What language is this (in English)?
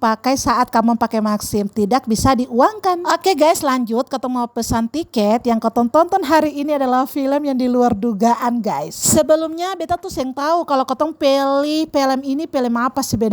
Ambonese Malay